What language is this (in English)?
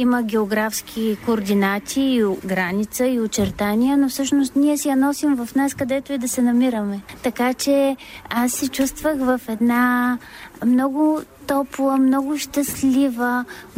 Bulgarian